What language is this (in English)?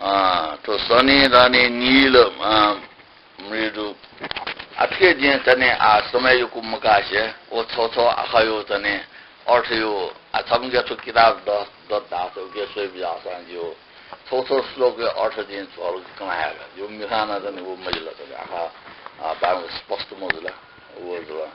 Newari